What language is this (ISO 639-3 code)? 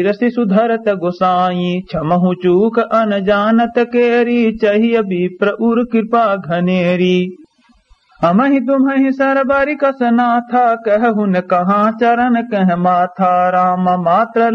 awa